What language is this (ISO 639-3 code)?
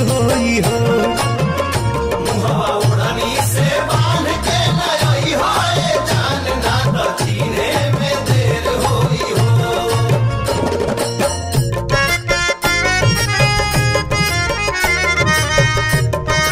bho